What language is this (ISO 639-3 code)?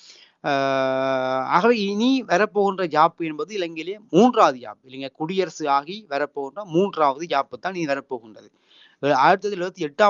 tam